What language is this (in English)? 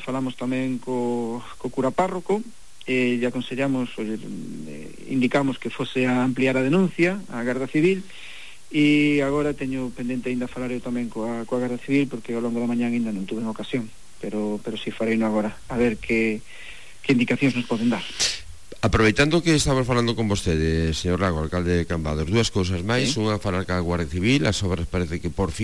Galician